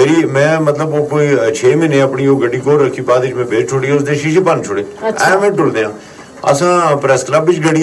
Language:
Gujari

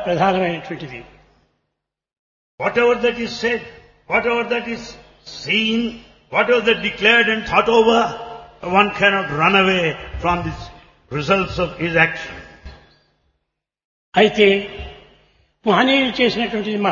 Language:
Telugu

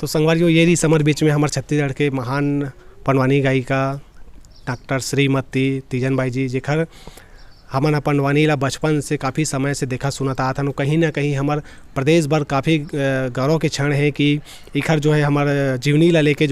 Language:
Chhattisgarhi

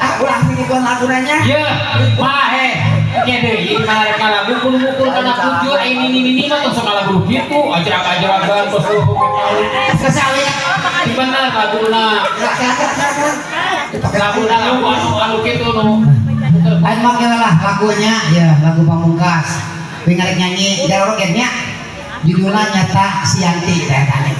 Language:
Sundanese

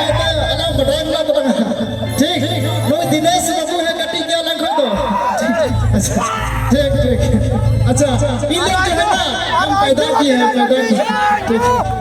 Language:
Santali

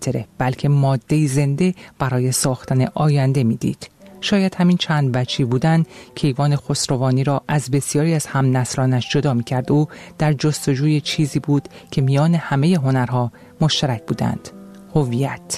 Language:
Persian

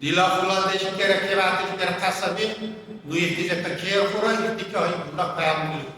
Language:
Dargwa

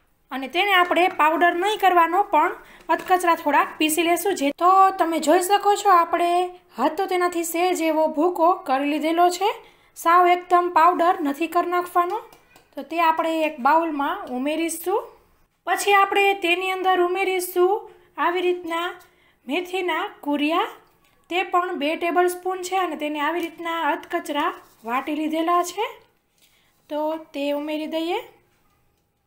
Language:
Gujarati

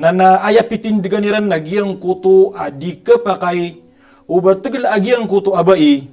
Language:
Maranao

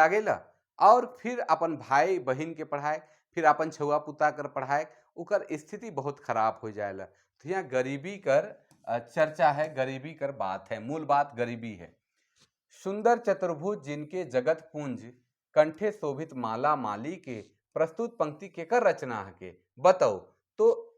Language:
Sadri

